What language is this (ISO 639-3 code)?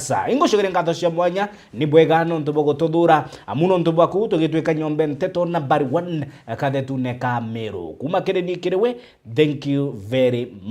mer